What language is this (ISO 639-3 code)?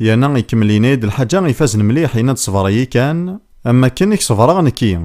kab